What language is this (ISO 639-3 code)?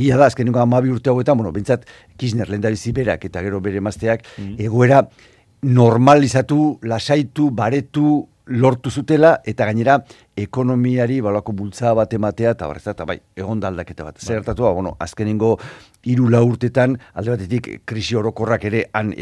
eus